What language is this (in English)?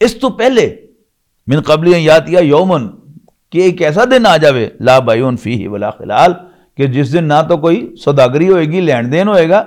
Western Panjabi